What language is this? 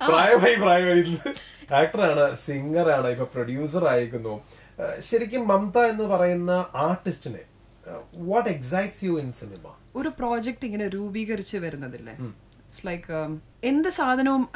Malayalam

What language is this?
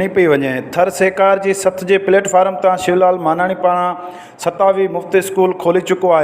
Sindhi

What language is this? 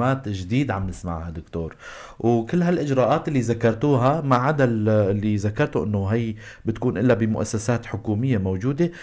North Levantine Arabic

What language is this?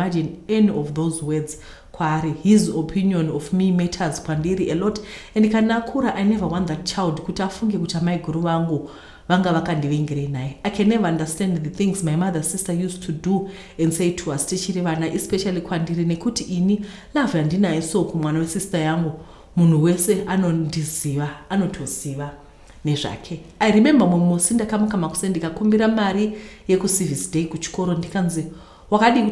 Shona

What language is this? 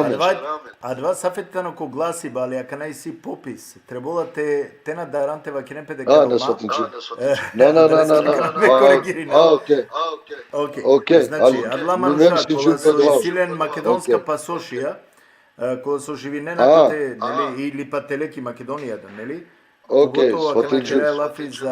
Balkan Romani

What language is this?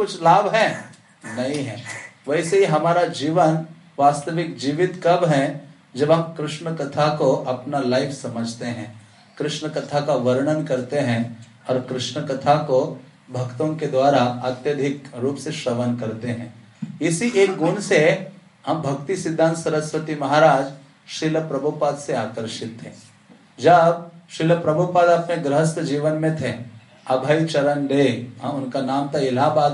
Hindi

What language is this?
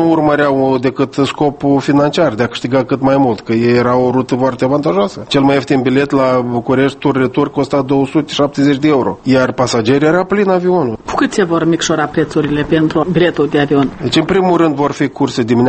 Romanian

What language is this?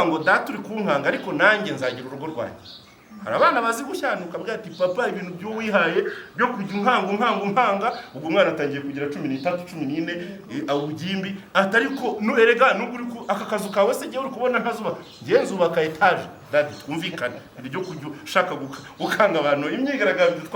Kinyarwanda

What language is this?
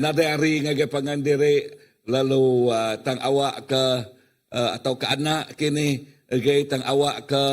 Iban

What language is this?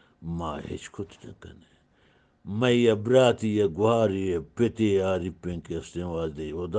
Eastern Balochi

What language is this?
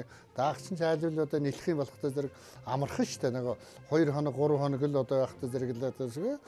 Mongolian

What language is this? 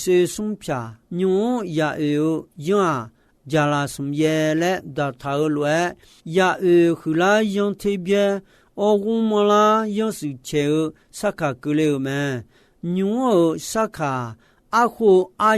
Akha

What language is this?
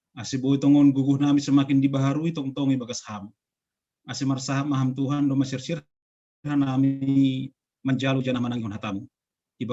Batak Simalungun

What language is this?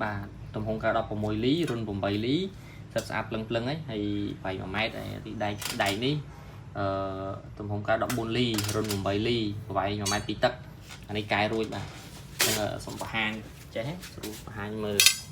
Khmer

